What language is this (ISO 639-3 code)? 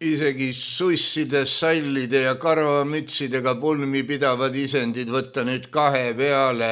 est